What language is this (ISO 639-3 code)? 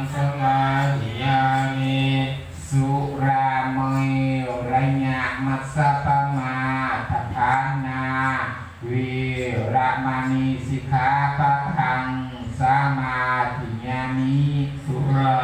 pli